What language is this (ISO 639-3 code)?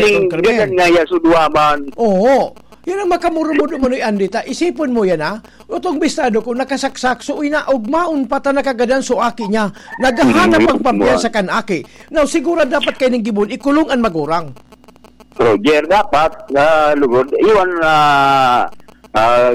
bik